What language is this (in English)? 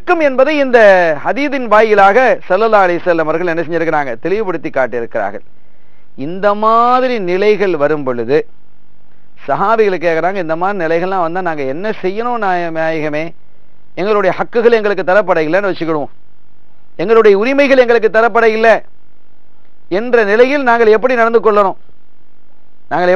Tamil